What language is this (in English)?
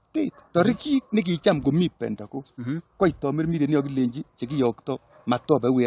Kalenjin